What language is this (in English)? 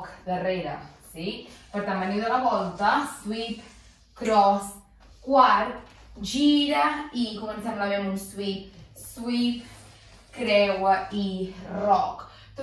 Catalan